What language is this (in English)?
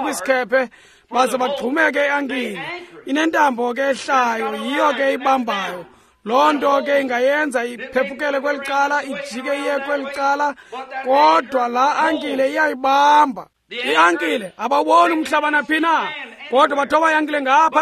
Xhosa